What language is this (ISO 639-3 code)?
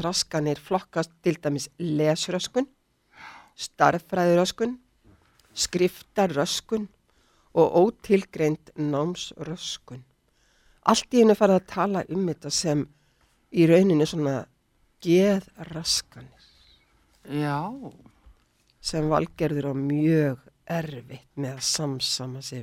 isl